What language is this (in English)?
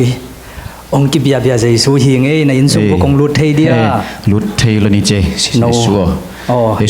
Tedim Chin